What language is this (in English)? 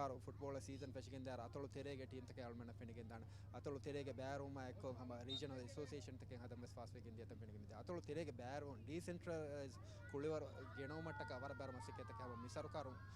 Divehi